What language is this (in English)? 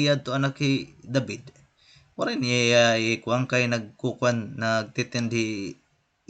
Waray